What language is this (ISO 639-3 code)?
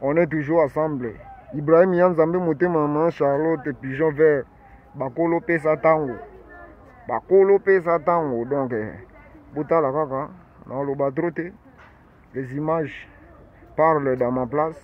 lin